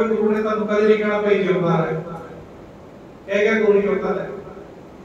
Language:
Punjabi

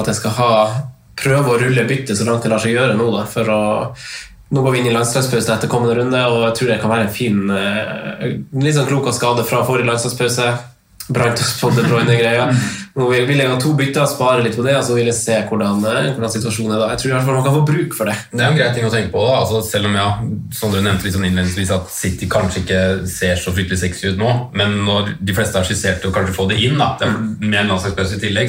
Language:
Norwegian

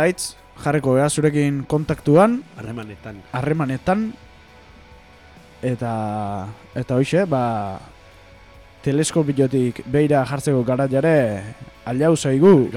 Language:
Basque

